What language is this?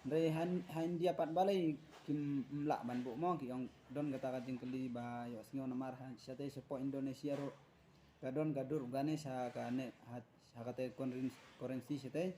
Khasi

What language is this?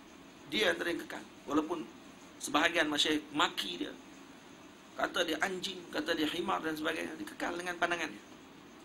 Malay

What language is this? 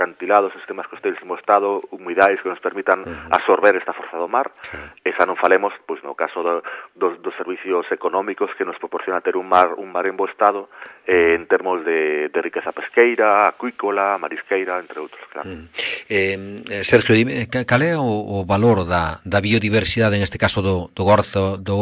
Galician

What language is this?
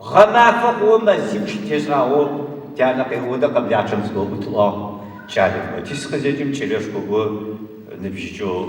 Adyghe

